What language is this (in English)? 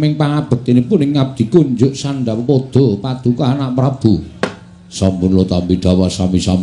Javanese